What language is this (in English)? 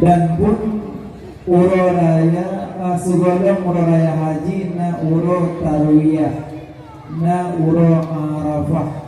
Achinese